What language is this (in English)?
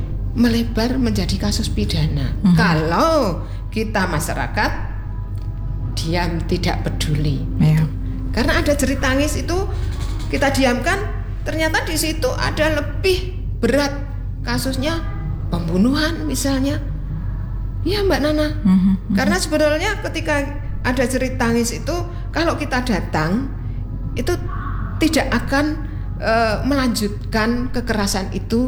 Indonesian